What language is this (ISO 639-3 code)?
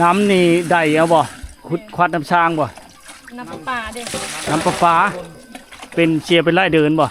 lao